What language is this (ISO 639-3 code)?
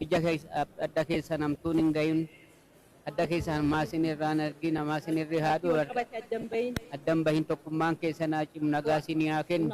orm